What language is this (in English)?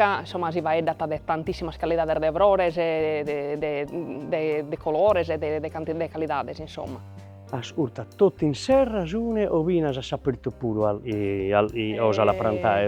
Sardinian